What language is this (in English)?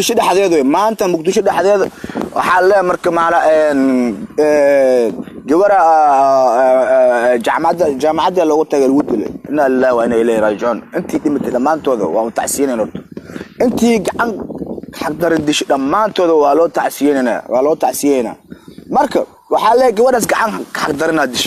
Somali